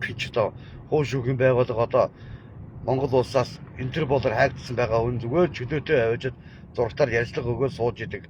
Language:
Mongolian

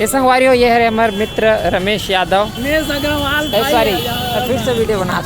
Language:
Chhattisgarhi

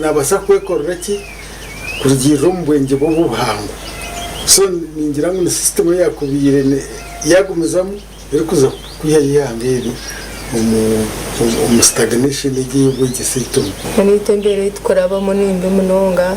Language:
Nyankole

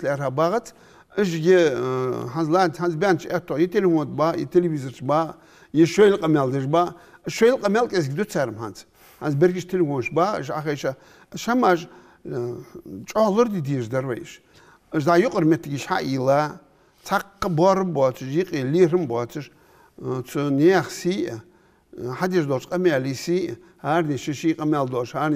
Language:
Ingush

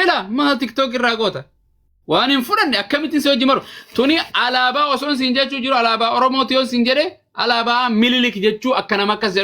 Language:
Oromo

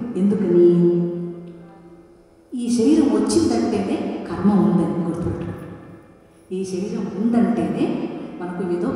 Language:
Telugu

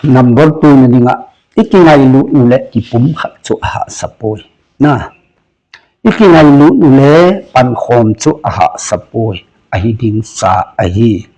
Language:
Thado Chin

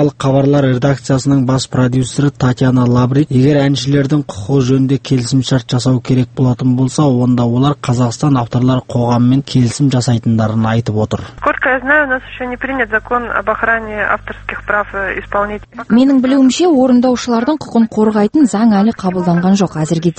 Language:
Kazakh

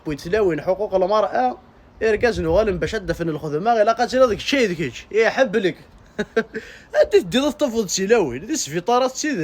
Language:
Kabyle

